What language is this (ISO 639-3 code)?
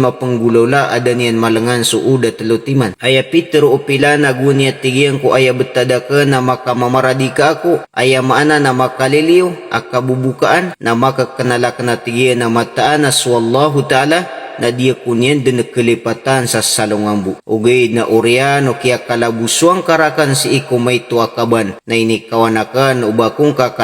mrw